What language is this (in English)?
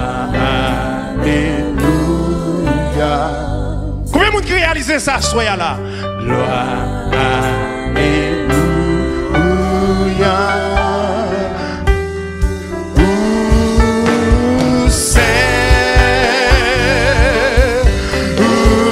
French